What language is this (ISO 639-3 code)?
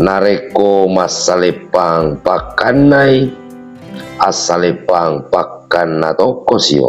bug